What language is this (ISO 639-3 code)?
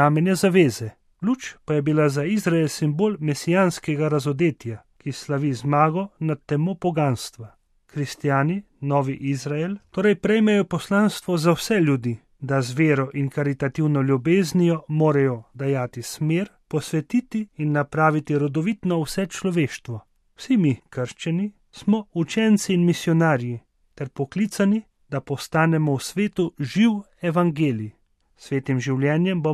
slv